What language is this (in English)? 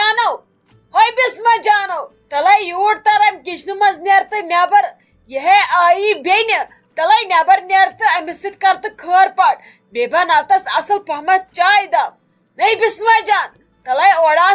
Kashmiri